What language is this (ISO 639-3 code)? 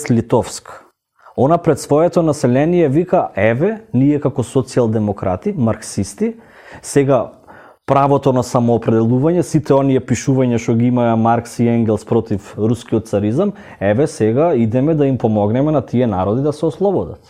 mkd